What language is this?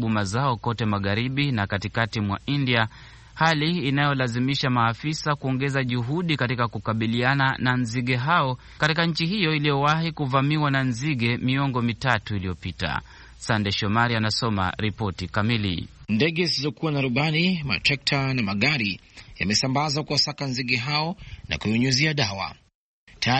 Swahili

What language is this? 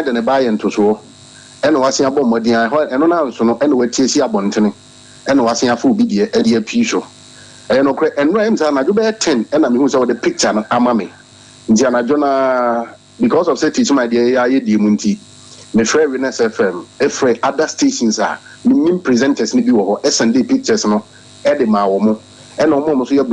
Akan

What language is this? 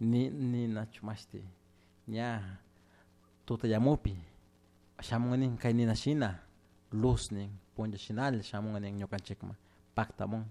Chimborazo Highland Quichua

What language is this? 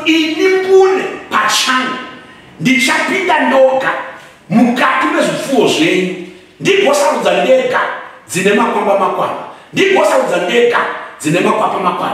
Shona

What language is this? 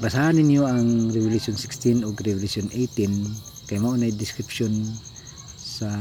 Cebuano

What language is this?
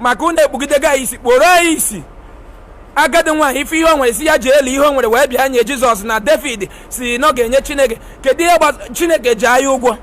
Igbo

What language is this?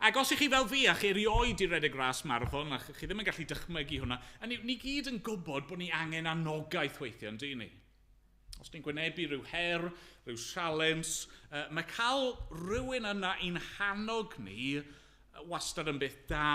Welsh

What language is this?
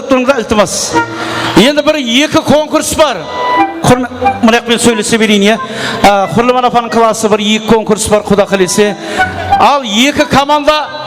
Kara-Kalpak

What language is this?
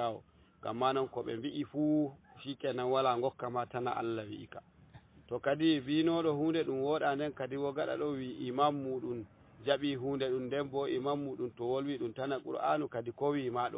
Fula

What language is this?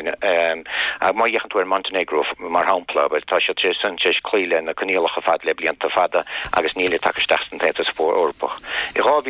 Irish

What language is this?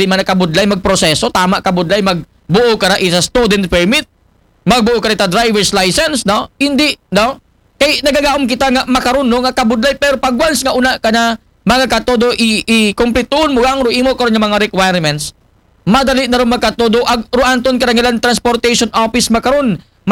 Aklanon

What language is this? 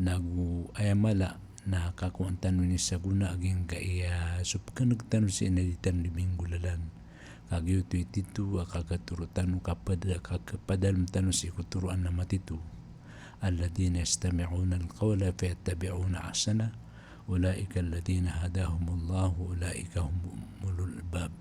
Maranao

